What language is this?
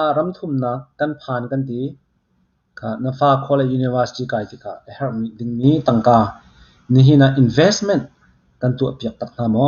Hakha Chin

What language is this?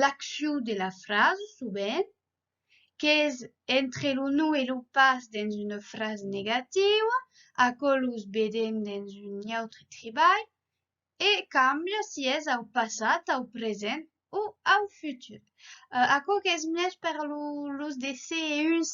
Occitan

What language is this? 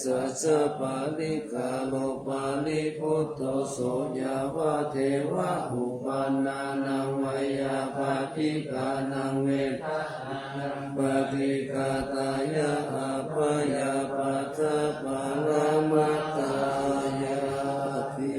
Pali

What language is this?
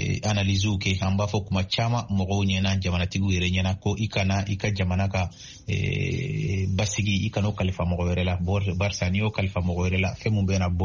Bambara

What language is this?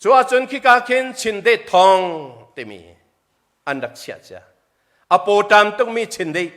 Hakha Chin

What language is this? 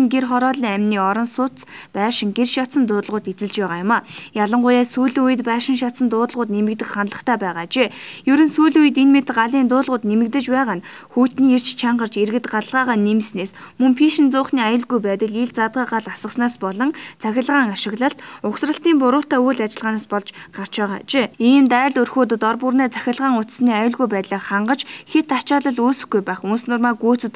Mongolian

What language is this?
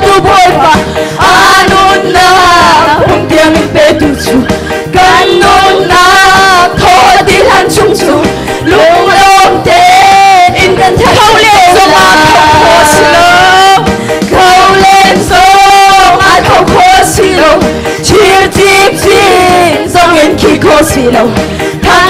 Hakha Chin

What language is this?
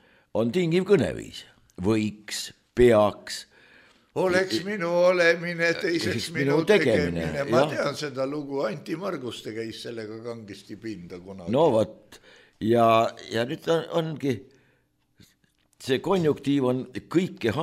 Estonian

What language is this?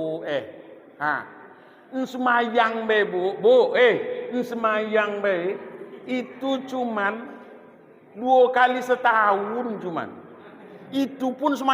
Minangkabau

